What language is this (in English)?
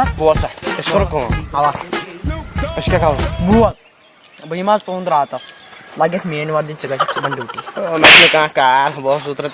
Kashmiri